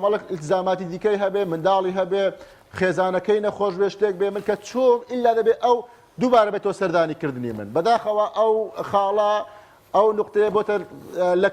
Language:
Central Kurdish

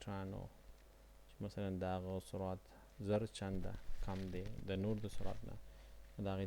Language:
Pashto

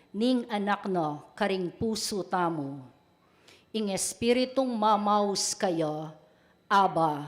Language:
Pampanga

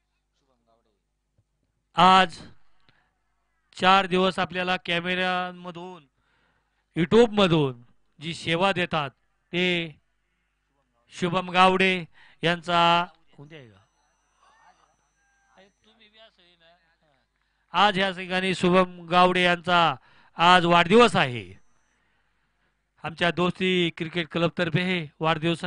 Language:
Marathi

